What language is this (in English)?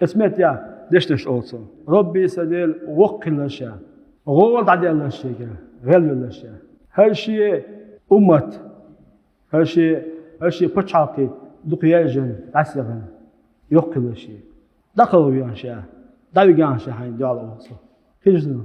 Chechen